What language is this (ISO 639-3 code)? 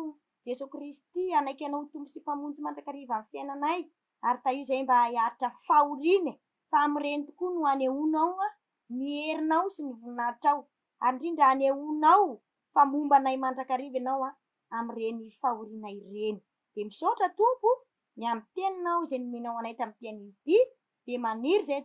mlg